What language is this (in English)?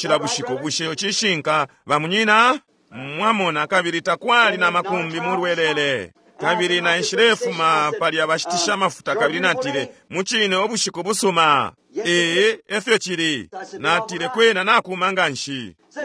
Bemba